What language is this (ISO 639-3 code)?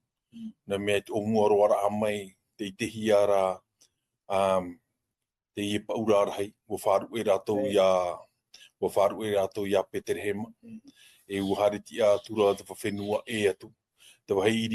tah